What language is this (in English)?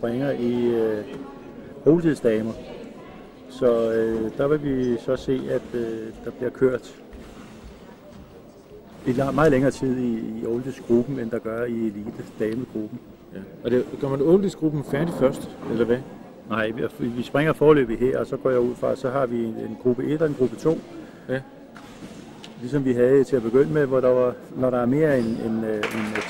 Danish